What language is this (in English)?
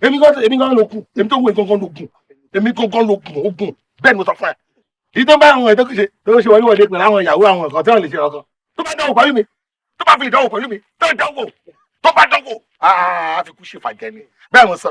Yoruba